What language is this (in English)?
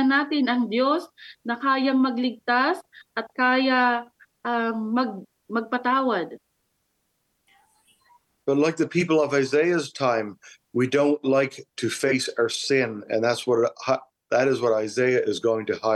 Filipino